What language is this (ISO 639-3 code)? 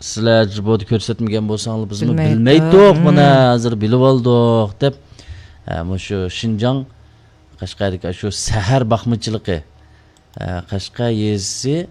uig